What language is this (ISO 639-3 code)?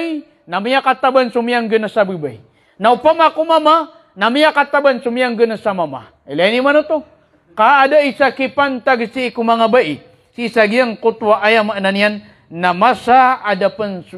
mrw